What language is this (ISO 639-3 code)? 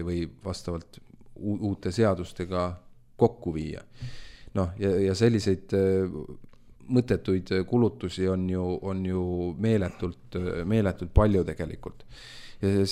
est